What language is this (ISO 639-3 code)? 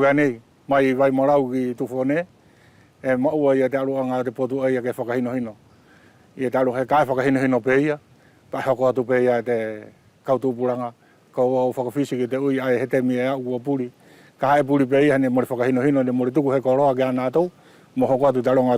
wls